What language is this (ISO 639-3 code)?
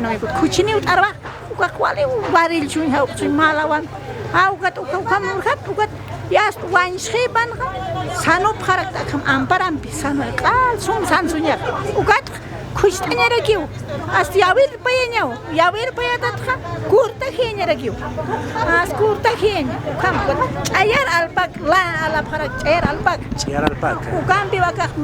aym